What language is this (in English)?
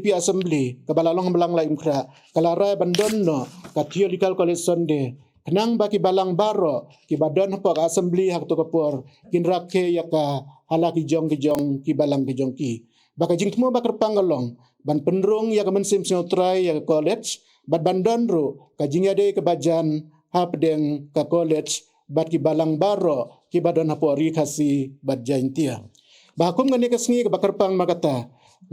Khasi